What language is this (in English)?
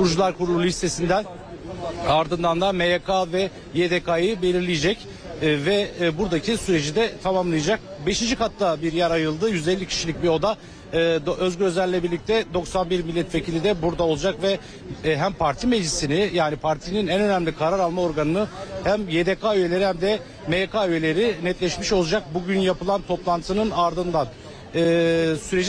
Turkish